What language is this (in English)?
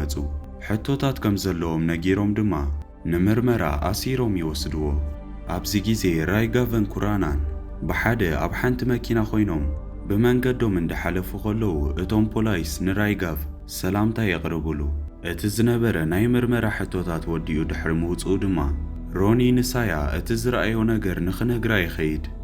Tigrinya